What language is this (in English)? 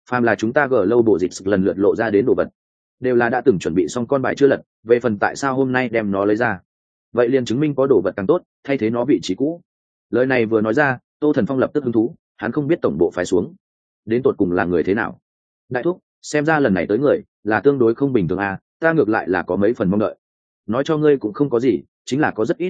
Vietnamese